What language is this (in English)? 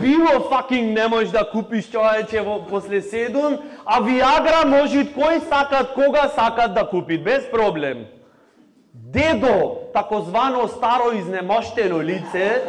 Macedonian